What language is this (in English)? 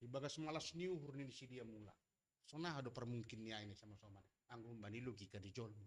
Batak Simalungun